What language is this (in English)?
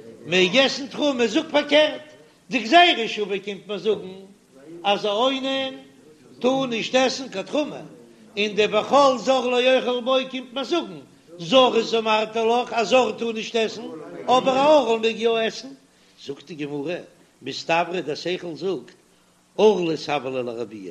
Yiddish